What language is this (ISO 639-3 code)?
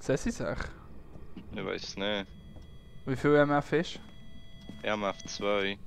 gsw